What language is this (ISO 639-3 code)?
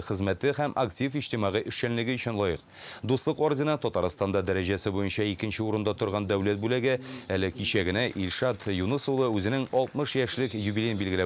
tat